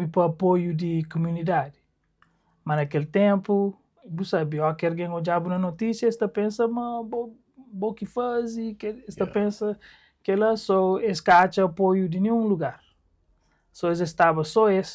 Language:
Kabuverdianu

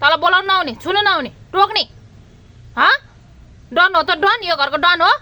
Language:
Nepali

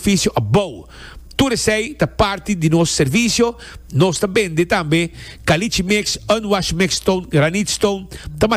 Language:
Papiamento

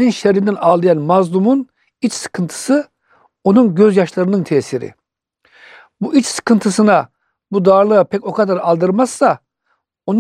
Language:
Turkish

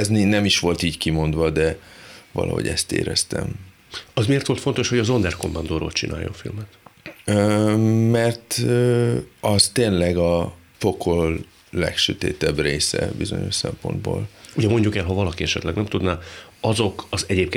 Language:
Hungarian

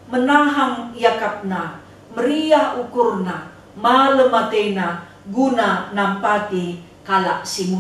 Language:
Batak Karo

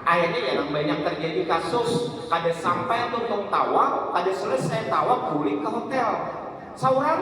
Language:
Banjar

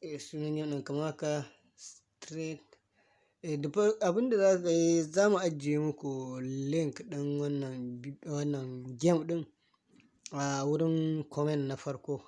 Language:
Hausa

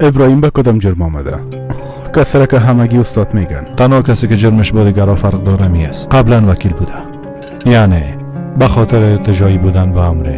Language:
Persian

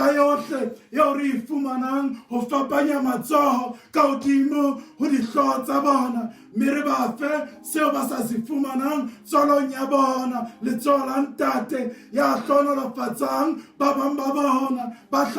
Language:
Southern Sotho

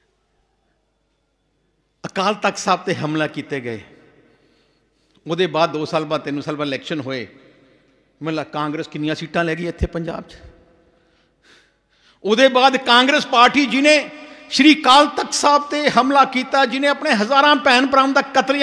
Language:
Punjabi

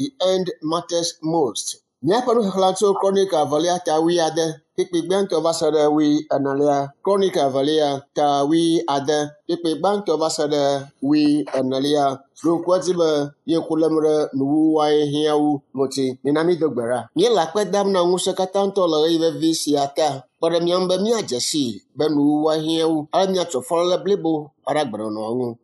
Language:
Ewe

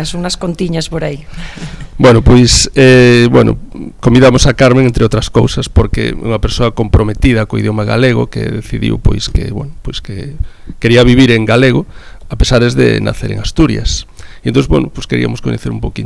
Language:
Galician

